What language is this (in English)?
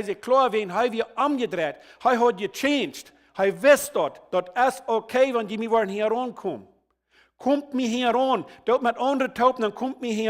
Plautdietsch